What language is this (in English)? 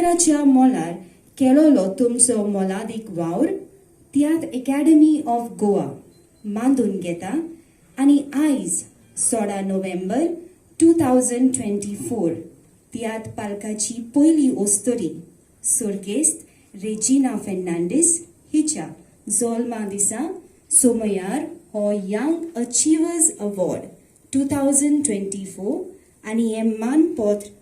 Konkani